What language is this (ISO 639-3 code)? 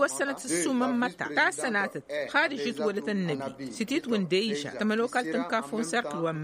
taq